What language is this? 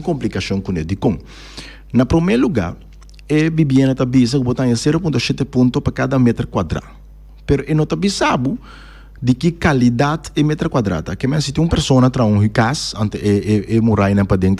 Papiamento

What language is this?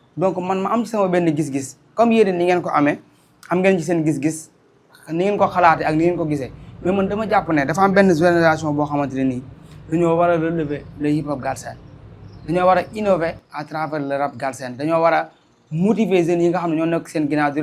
Wolof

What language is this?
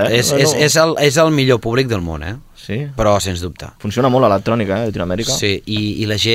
Catalan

